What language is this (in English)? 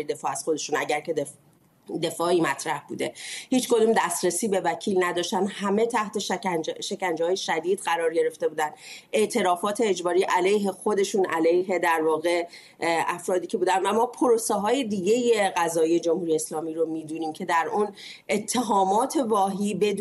Persian